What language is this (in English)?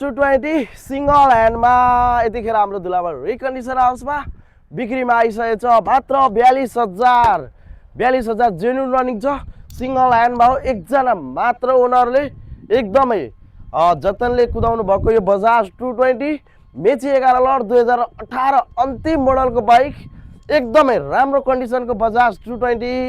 Nepali